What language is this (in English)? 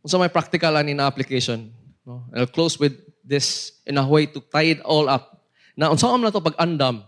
Cebuano